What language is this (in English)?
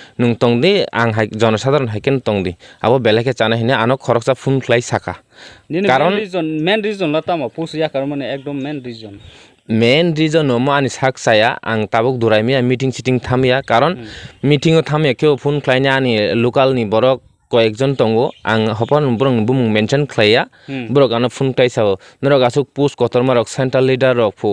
Kok Borok